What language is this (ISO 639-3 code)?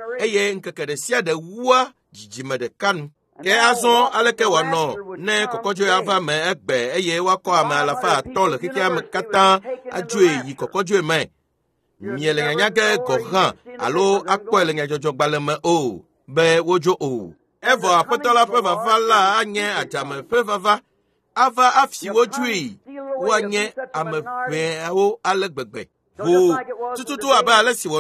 ewe